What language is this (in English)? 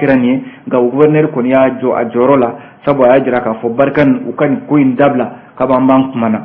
Bambara